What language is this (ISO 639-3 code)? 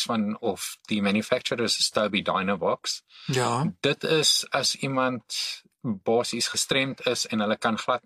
afr